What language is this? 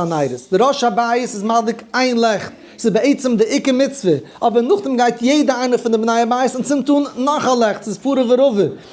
Yiddish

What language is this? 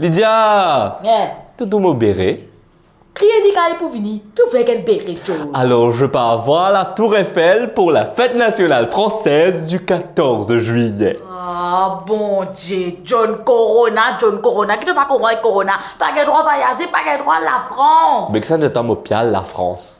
Morisyen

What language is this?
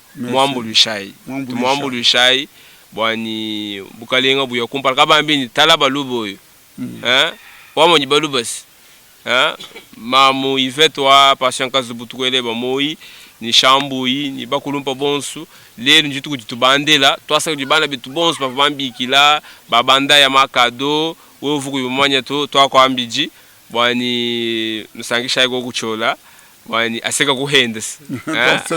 Luba-Lulua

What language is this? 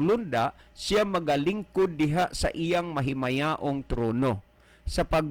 Cebuano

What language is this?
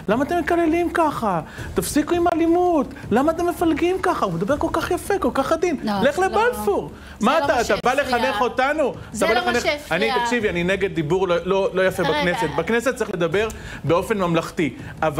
Hebrew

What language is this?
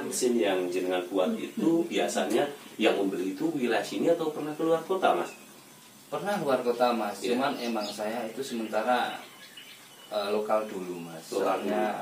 Indonesian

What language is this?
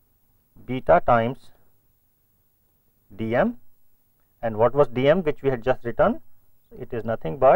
English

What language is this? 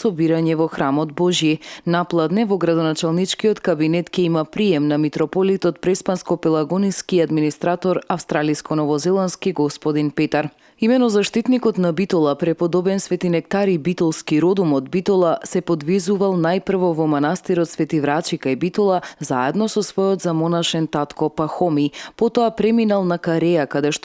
Macedonian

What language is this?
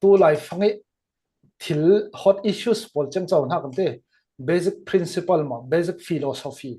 Falam Chin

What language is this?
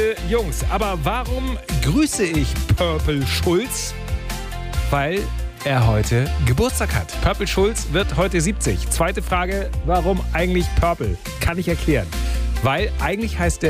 German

